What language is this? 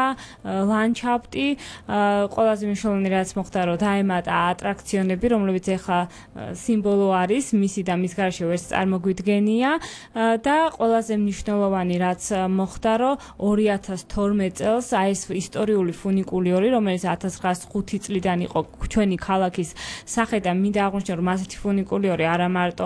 Georgian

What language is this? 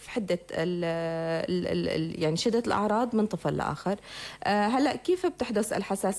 North Levantine Arabic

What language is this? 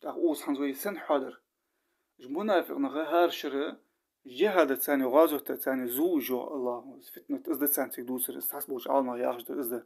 Ingush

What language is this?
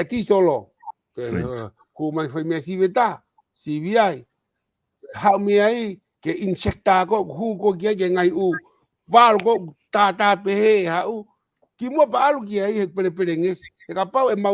Tongan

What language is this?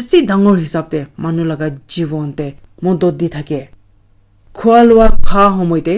Naga Pidgin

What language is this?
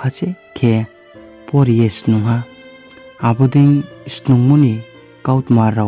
Riang (India)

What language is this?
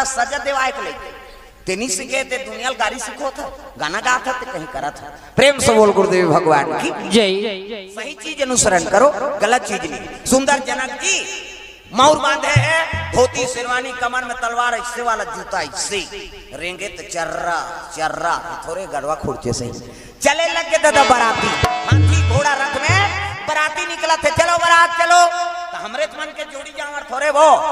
Chhattisgarhi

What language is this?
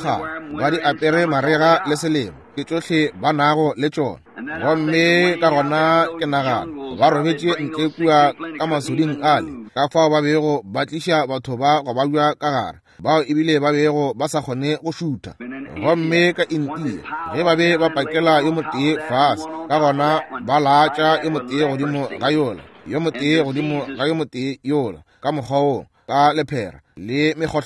Northern Sotho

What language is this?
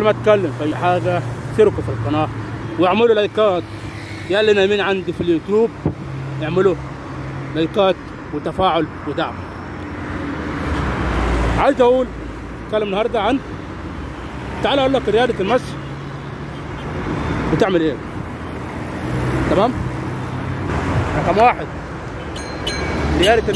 Egyptian Arabic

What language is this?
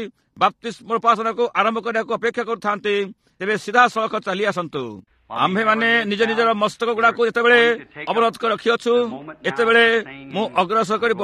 Odia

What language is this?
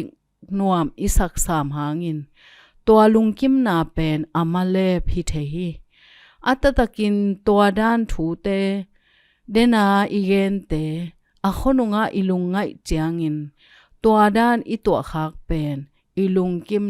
Tedim Chin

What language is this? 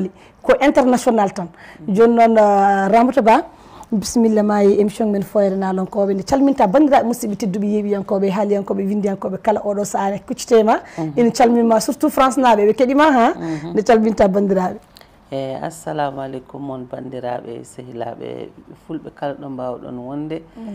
Fula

